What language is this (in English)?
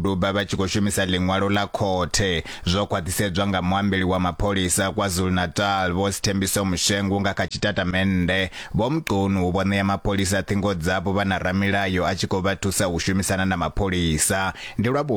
Venda